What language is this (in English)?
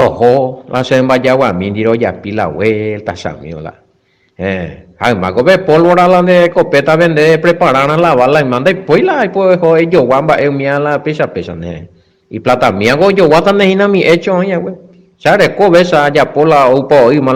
Guarani